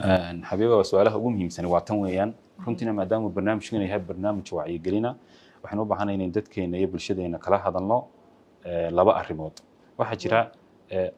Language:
Somali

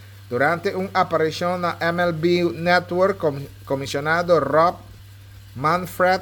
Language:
Papiamento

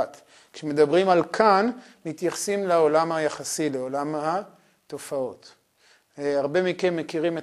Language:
Hebrew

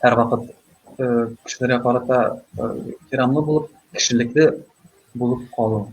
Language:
Tatar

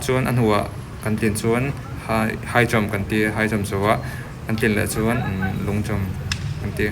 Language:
Mizo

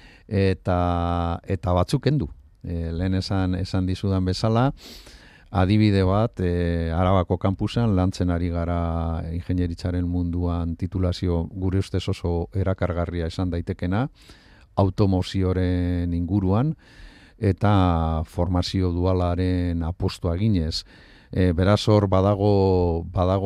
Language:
Basque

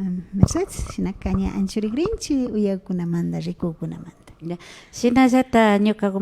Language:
Imbabura Highland Quichua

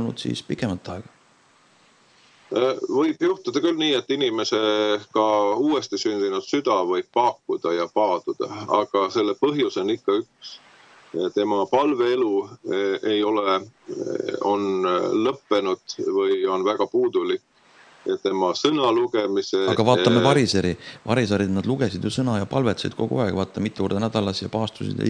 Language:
Estonian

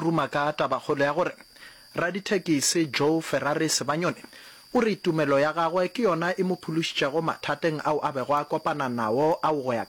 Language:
Northern Sotho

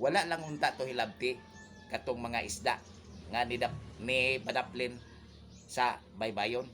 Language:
Cebuano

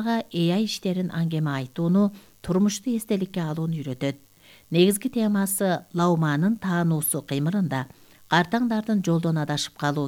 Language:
Kyrgyz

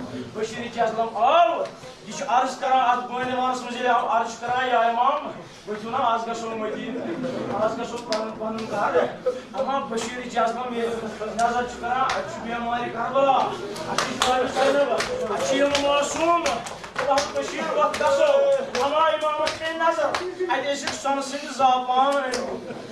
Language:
Kashmiri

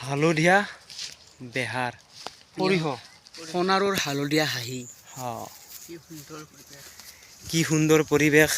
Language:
Assamese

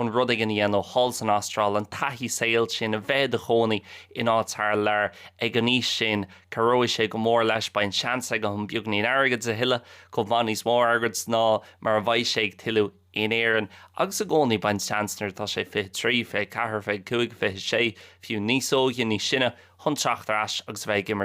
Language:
Irish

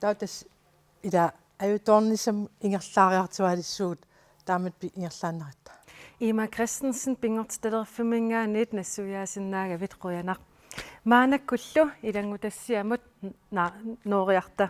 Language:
Kalaallisut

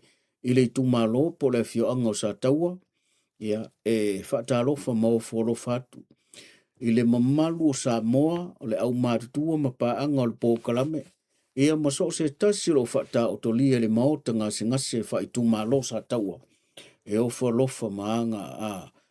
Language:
Samoan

